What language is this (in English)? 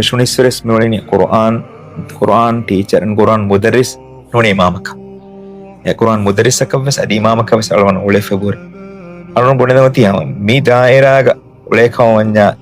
Divehi